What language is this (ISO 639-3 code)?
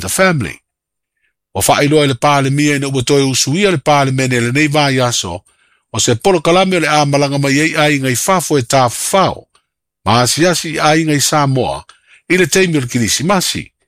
smo